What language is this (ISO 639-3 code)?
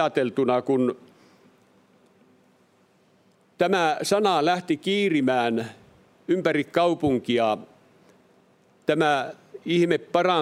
fin